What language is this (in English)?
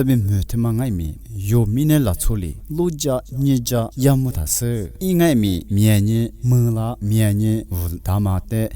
Lisu